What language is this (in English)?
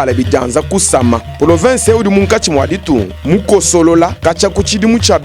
Luba-Lulua